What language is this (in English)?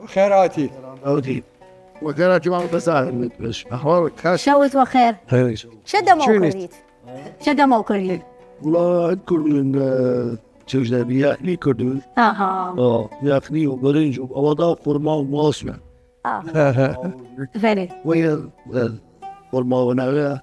Southern Kurdish